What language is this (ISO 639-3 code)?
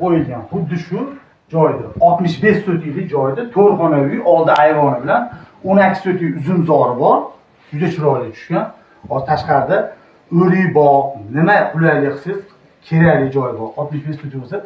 uzb